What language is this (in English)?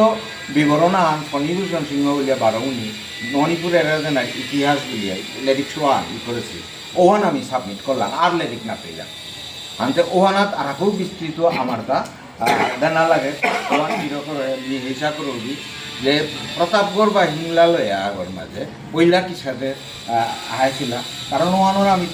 Bishnupriya